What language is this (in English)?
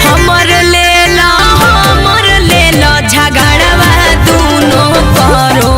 Magahi